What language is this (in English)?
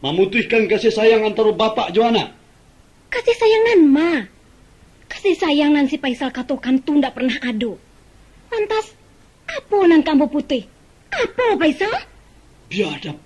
Minangkabau